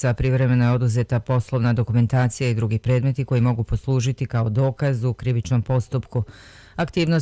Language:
Bosnian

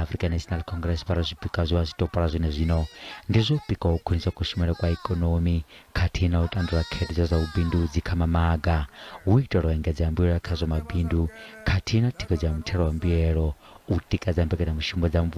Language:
Venda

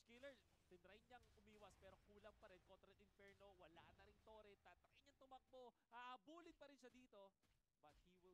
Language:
Filipino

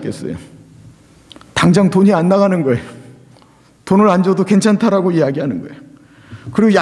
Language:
Korean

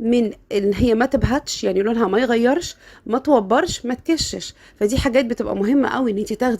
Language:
Egyptian Arabic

